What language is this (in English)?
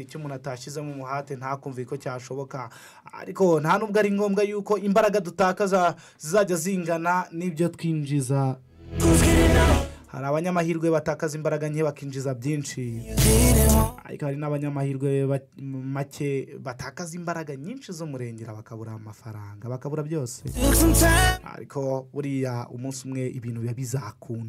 Kinyarwanda